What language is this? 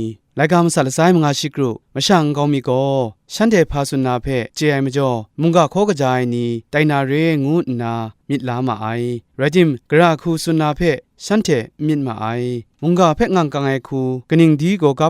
Kachin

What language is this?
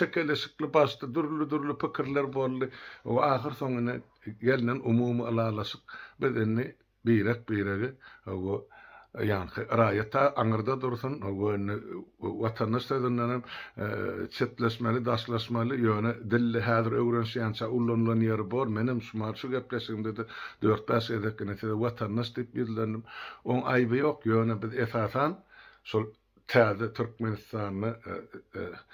Turkmen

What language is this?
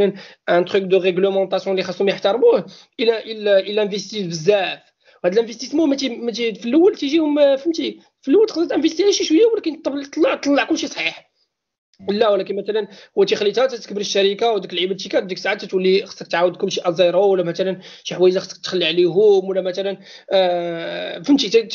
Moroccan Arabic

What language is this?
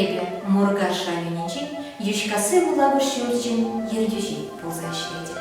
Chuvash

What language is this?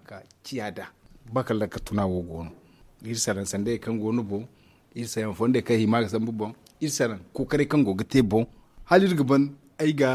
Zarma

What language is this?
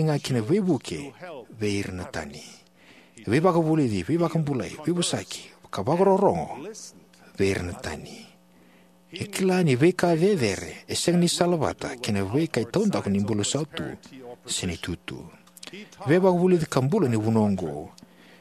Fijian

